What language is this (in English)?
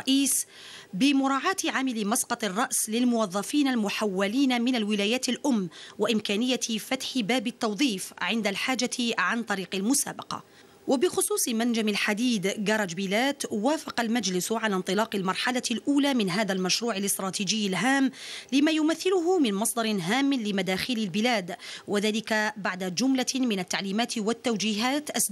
Arabic